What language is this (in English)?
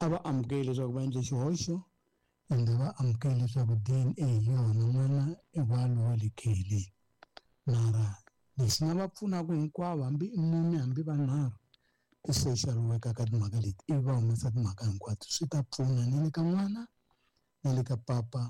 Tsonga